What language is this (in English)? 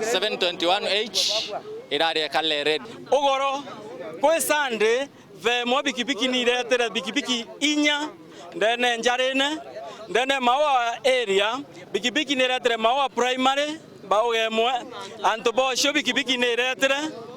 Meru